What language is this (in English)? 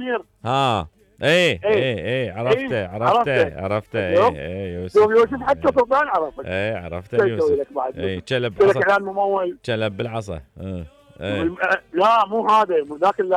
Mesopotamian Arabic